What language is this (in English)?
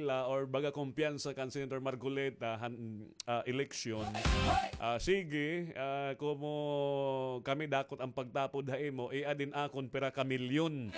Waray